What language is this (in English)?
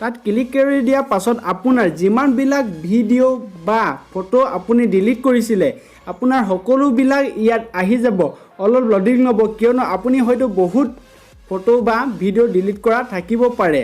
Assamese